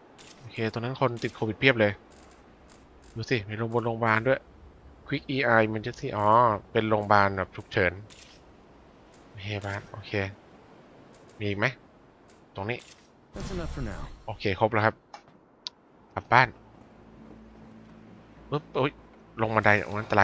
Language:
Thai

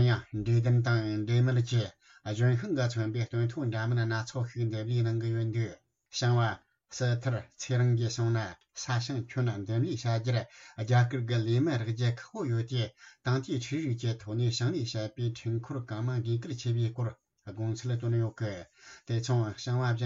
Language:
Tibetan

